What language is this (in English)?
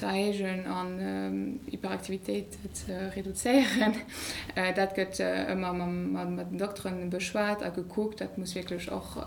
Luxembourgish